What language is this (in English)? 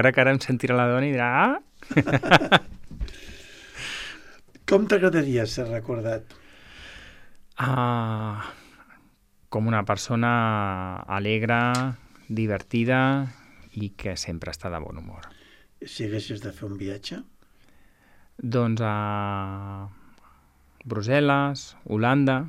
Catalan